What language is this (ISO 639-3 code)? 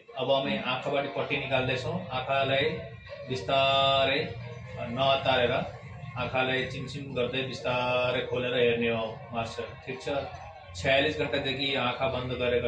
nep